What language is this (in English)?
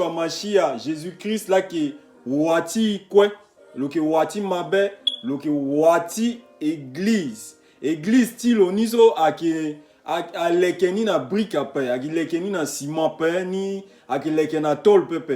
Sango